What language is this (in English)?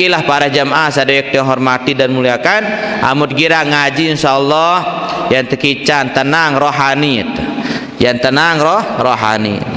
Sasak